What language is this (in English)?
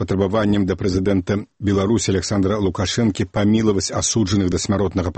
Belarusian